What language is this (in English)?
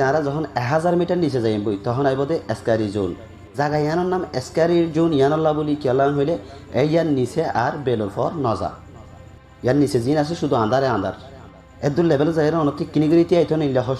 Rohingya